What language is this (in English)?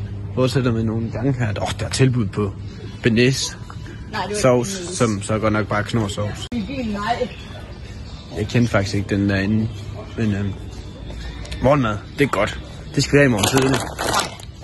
Danish